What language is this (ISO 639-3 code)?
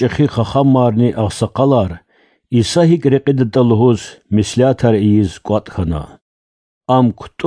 lez